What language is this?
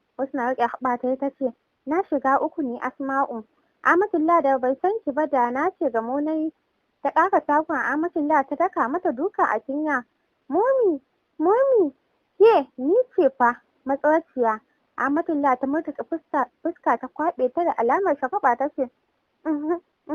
Hausa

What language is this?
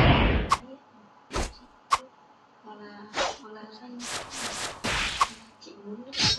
Vietnamese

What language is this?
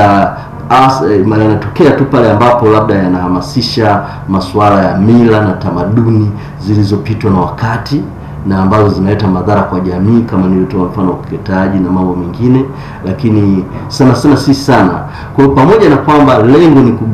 Swahili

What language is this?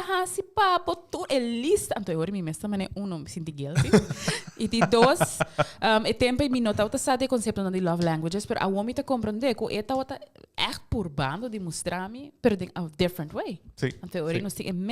Papiamento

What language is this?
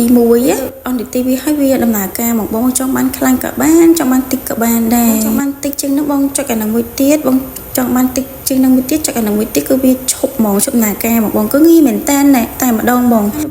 Khmer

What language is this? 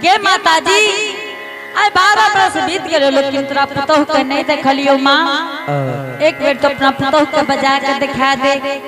Angika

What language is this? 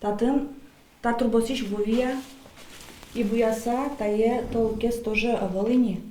Udmurt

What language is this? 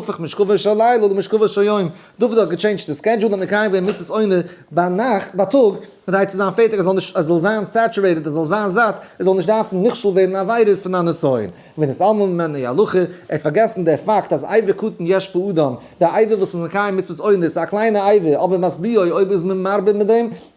Yiddish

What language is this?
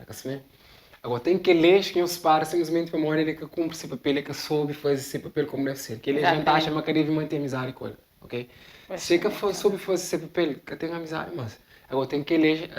Kabuverdianu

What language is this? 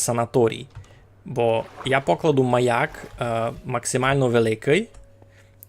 Rusyn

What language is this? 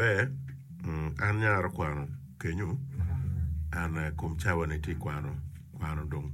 Acoli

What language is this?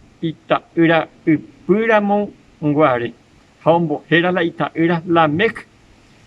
Guarani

